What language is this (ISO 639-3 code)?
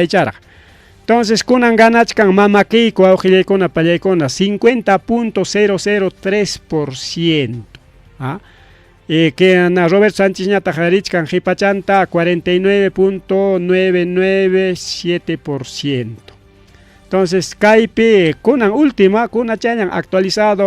quy